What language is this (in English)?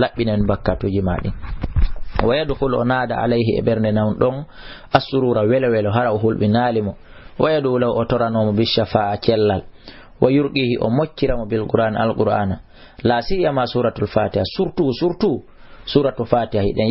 Fula